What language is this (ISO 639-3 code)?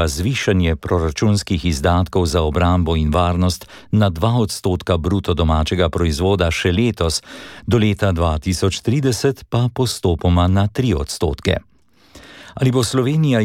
slv